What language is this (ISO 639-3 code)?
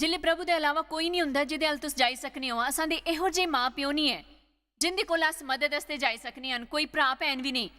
doi